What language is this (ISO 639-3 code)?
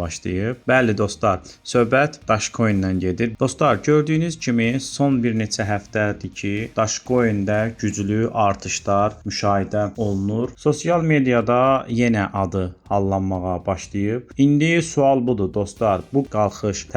aze